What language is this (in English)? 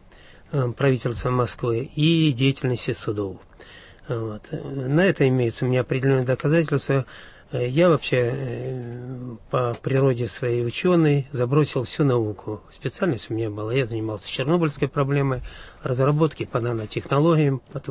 Russian